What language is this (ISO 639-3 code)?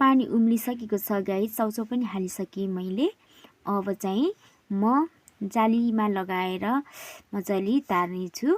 nep